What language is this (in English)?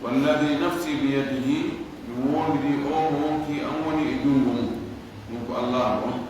Fula